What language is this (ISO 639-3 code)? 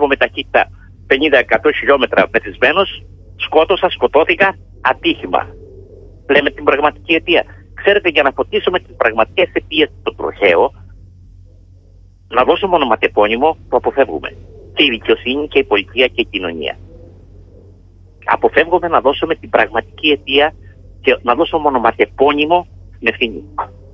ell